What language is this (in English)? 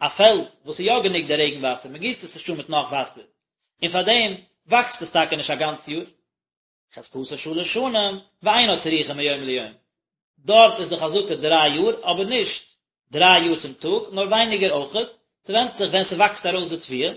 Yiddish